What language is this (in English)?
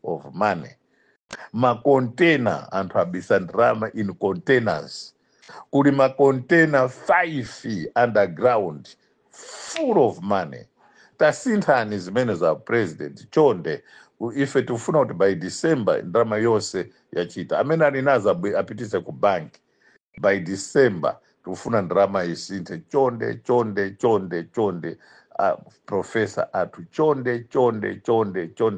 Nyanja